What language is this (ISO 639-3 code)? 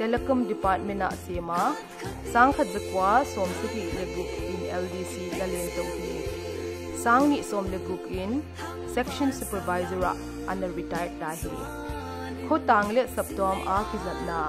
pck